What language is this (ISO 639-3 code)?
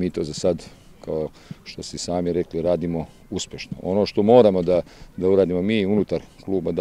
srp